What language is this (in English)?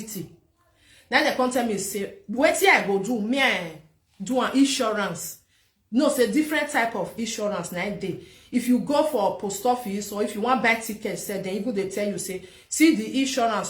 Nigerian Pidgin